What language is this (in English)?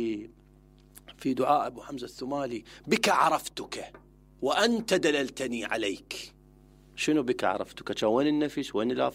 Mesopotamian Arabic